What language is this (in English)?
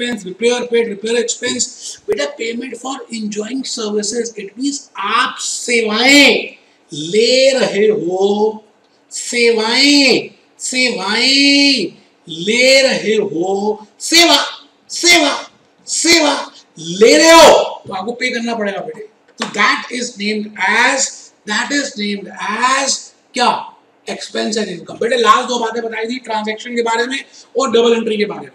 Hindi